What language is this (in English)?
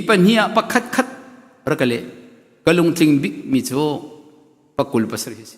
Hakha Chin